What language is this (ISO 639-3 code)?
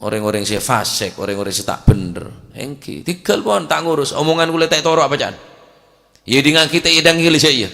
mad